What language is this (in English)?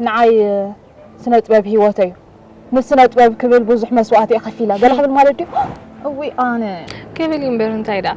Tigrinya